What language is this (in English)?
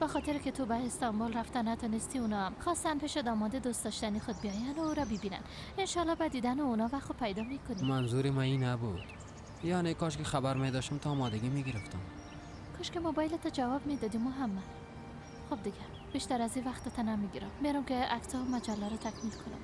Persian